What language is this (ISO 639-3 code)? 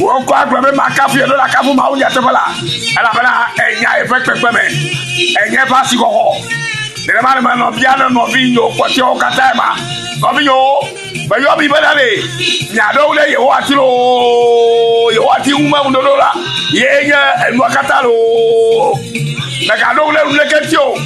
ewe